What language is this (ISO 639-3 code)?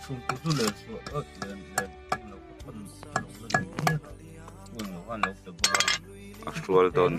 lus